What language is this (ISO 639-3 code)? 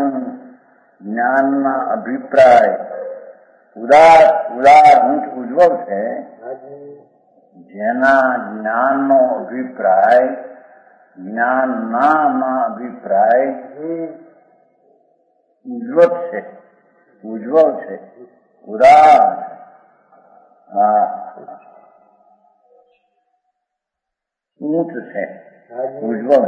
guj